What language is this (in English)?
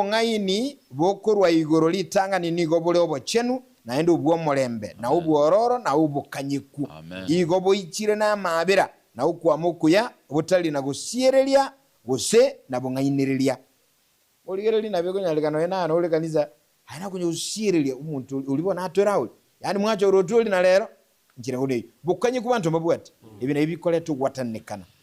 Gusii